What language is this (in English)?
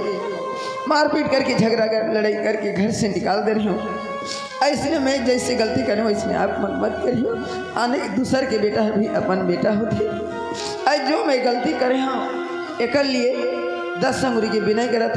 Chhattisgarhi